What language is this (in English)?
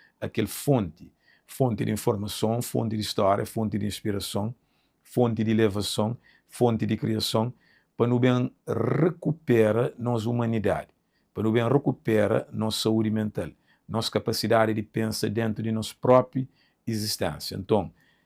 Kabuverdianu